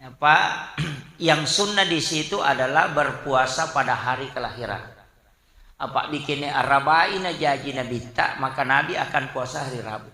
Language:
Buginese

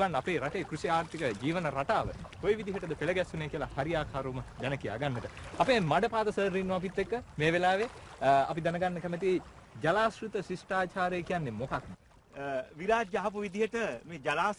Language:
Sinhala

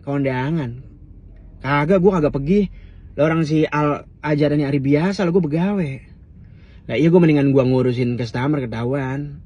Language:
Betawi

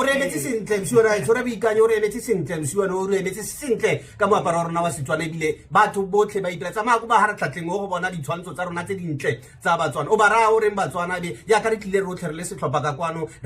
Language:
Tswana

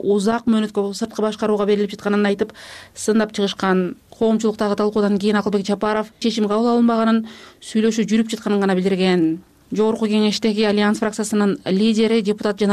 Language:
Kyrgyz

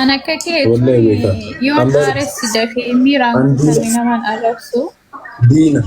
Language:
Oromo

